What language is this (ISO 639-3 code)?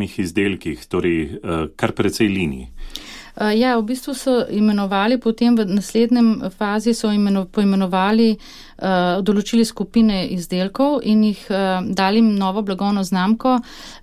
slv